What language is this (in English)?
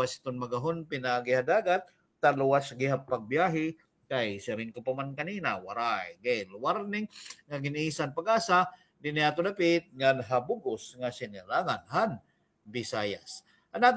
Waray